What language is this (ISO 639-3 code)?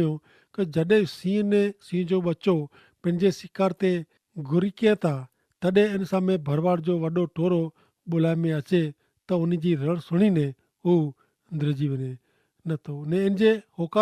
kfr